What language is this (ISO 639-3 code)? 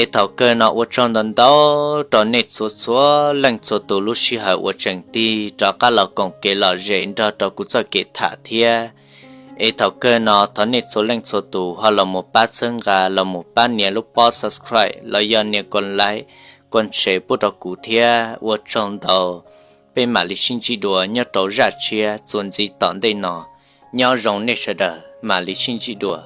hmn